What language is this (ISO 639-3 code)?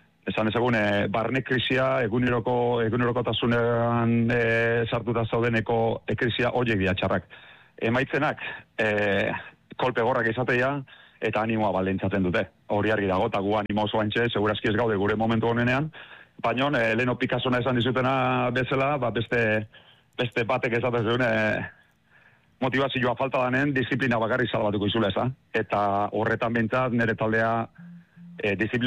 eus